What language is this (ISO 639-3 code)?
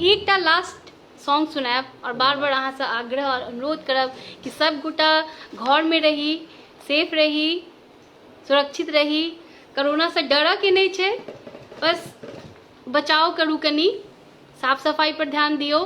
mai